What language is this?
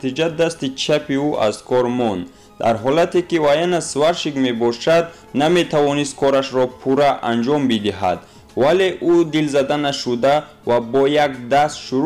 Tajik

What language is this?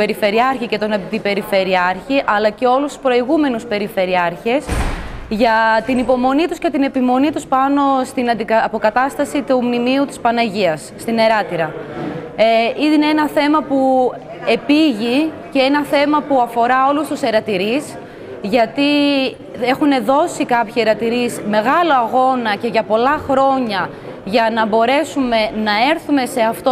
Greek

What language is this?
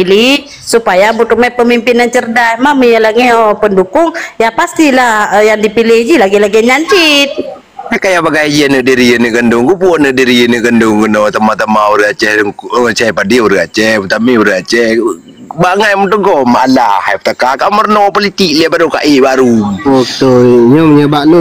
Achinese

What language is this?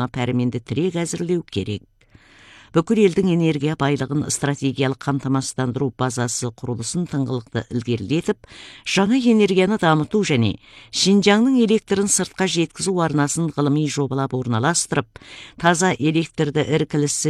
Kazakh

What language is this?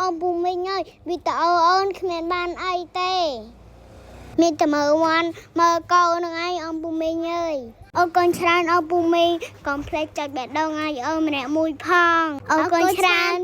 Khmer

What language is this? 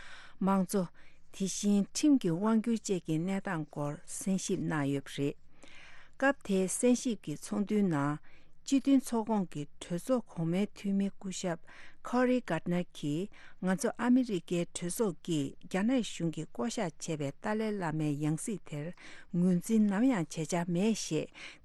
Tibetan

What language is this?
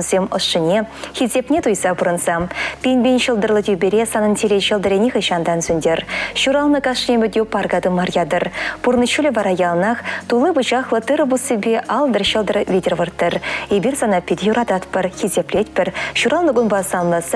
Chuvash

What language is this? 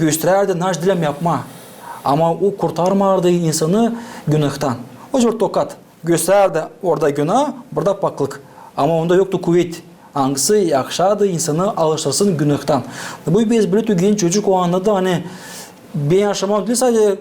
Gagauz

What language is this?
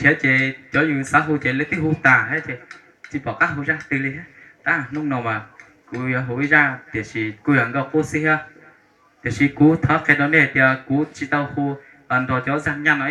Hmong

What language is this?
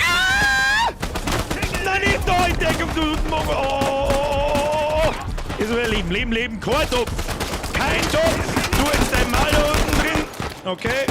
Bavarian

